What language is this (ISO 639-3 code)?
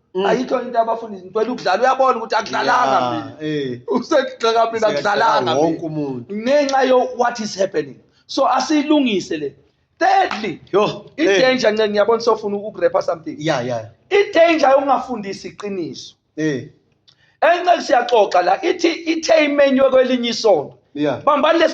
zul